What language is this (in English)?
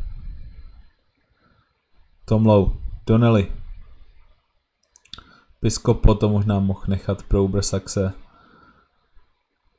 Czech